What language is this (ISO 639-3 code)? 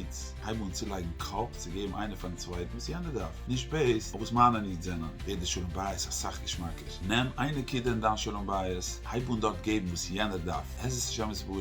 yid